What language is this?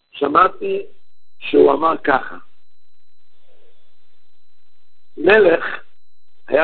Hebrew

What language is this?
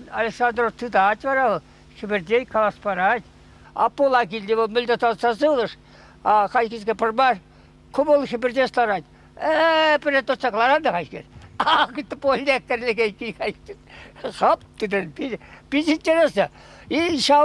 Chuvash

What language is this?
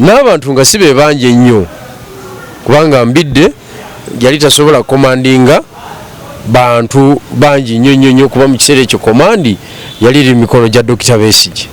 Ganda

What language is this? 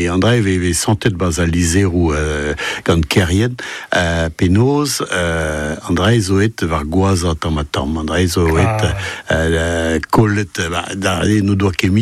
Breton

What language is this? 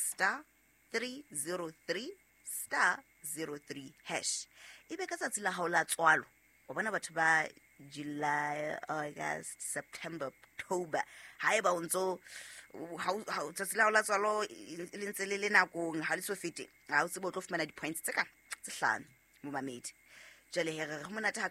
Southern Sotho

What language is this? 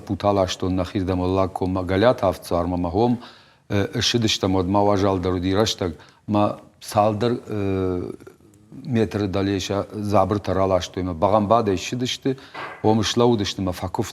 Ossetic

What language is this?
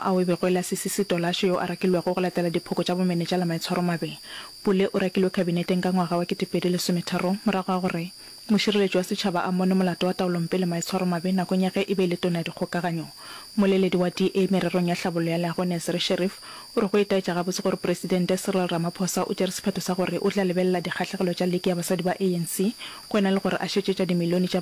Northern Sotho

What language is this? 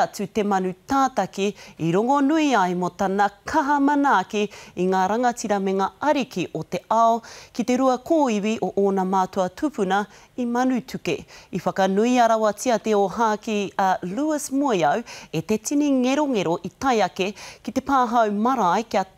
Māori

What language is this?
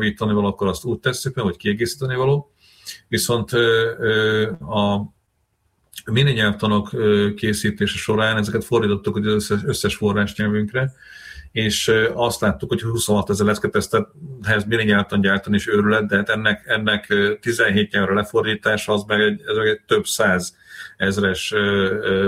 Hungarian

